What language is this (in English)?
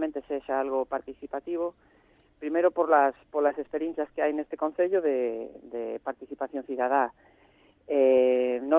Galician